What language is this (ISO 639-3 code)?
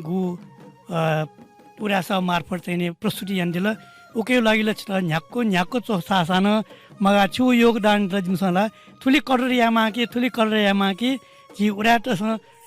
new